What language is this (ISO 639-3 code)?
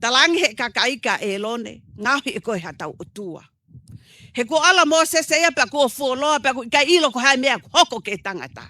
ton